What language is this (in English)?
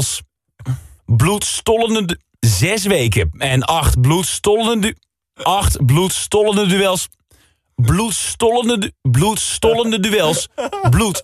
Dutch